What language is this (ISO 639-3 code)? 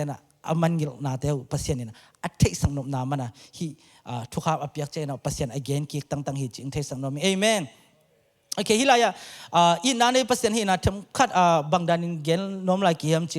ctd